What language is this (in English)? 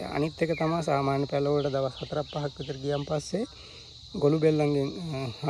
Sinhala